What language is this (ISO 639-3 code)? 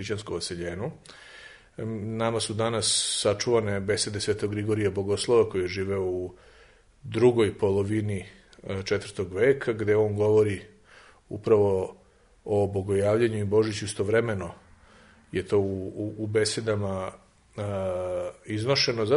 srp